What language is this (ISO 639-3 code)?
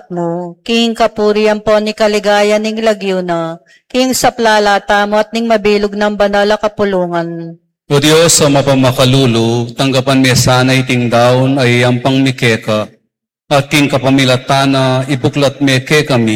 pam